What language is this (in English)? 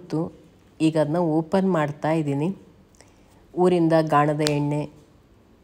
Kannada